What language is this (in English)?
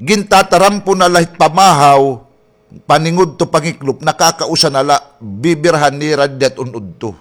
Waray